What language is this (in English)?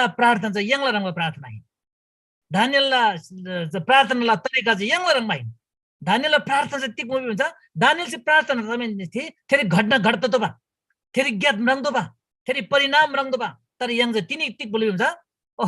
Eastern Tamang